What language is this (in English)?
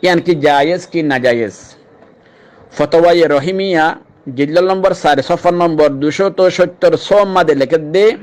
Rohingya